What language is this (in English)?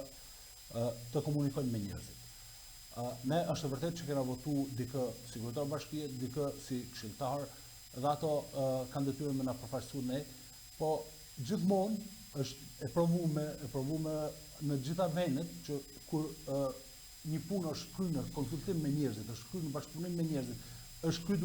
Albanian